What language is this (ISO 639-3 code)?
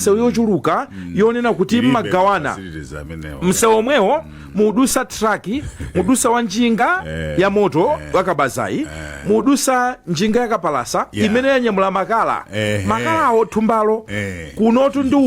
nya